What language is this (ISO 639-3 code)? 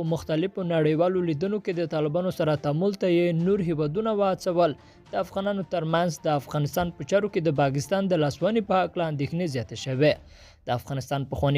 pus